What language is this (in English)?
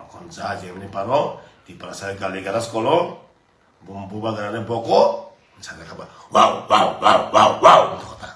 Kok Borok